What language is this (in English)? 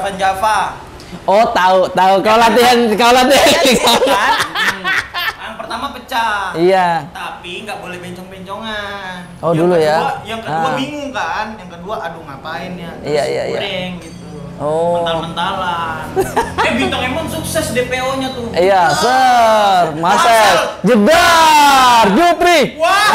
Makassar Malay